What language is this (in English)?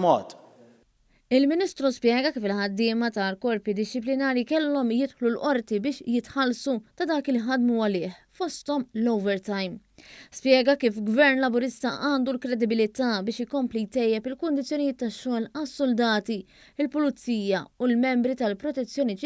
Maltese